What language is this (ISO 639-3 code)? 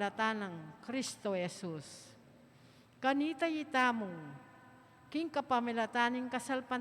pam